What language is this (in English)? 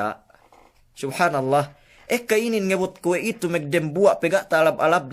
Yakan